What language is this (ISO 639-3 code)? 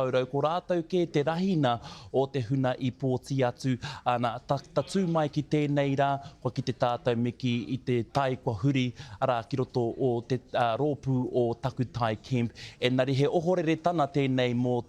mri